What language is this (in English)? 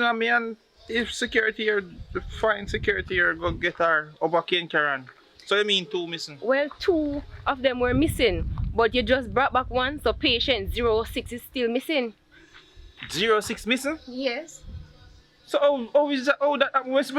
Jamaican Creole English